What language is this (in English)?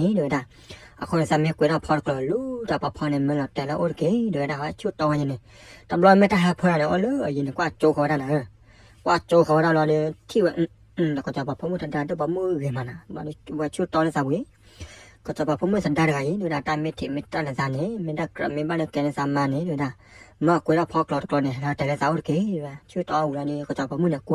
S'gaw Karen